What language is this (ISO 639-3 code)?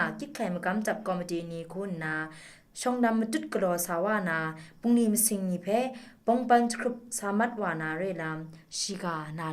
kac